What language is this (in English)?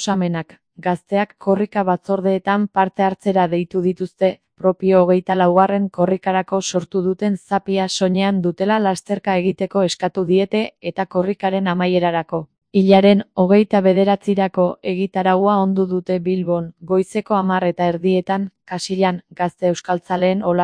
Basque